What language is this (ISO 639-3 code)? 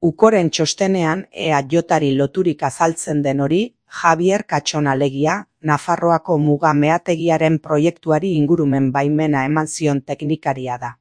eus